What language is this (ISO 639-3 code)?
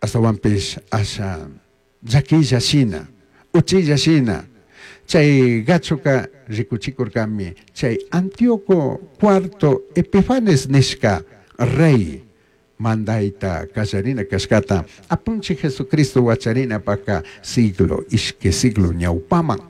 qug